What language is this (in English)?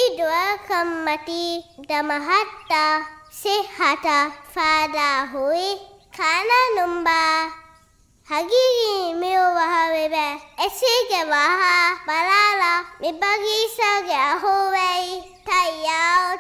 Divehi